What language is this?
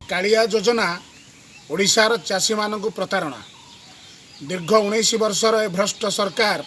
Odia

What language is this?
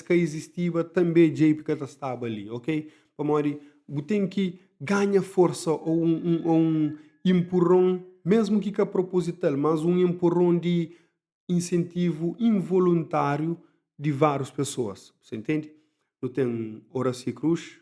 Kabuverdianu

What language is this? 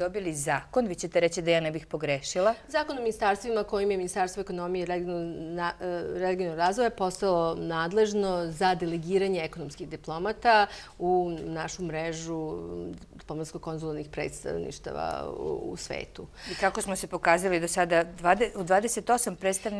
Serbian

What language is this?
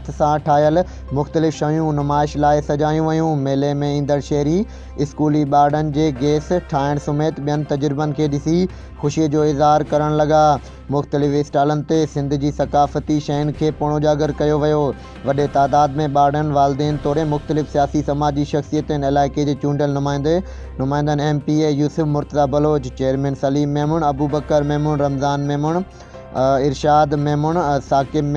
Sindhi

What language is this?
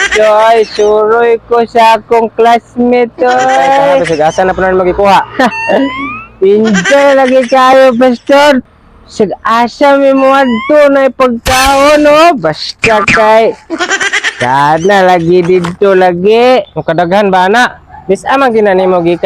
Cebuano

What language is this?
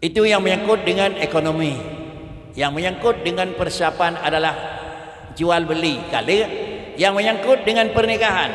Achinese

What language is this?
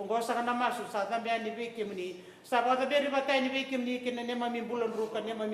Fijian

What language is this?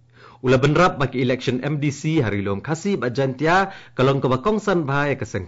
Khasi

